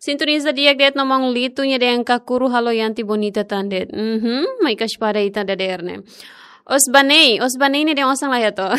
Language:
Tetum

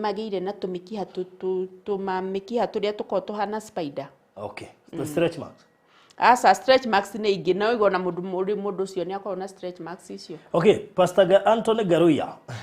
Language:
Kikuyu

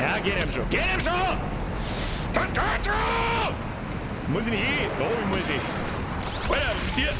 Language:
Bavarian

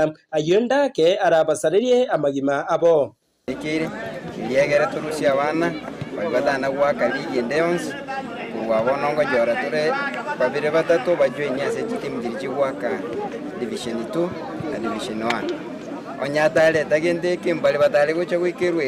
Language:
Gusii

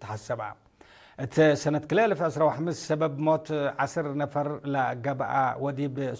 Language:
Tigre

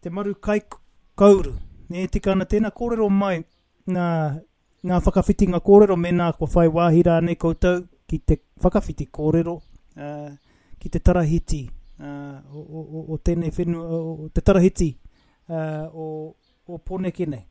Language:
Māori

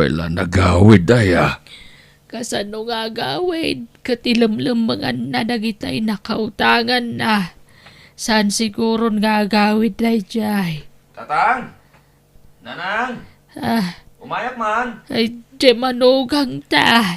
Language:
Iloko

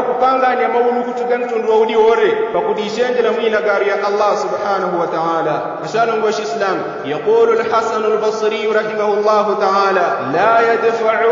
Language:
Yao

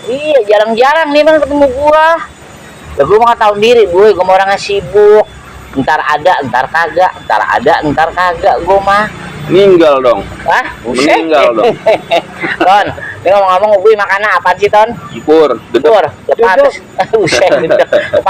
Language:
Betawi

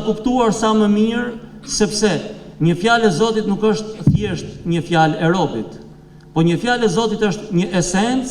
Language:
Albanian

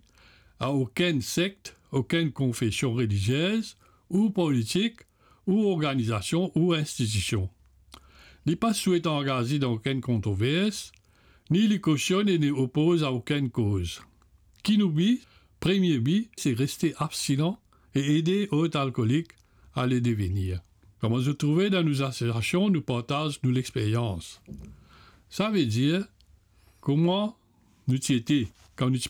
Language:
Morisyen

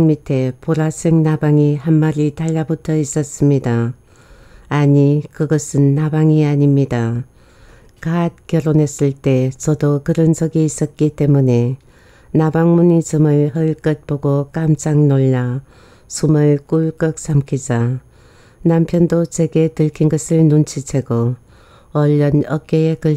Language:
Korean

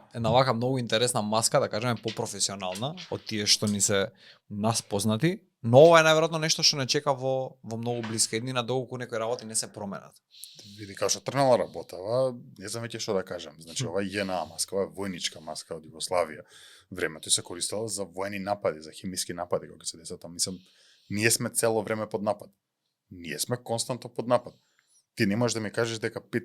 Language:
Macedonian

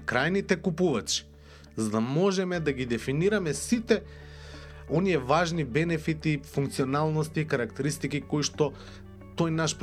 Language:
Macedonian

